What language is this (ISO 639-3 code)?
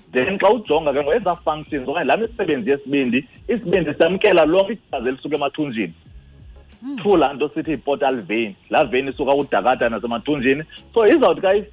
xho